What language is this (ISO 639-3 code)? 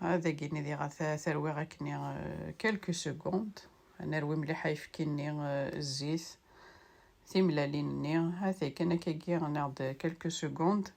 kab